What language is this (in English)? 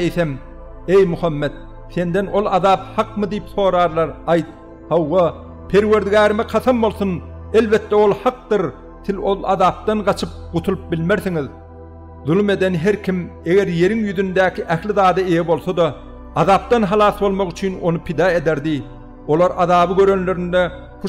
Turkmen